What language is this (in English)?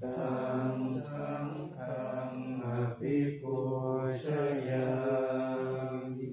Pali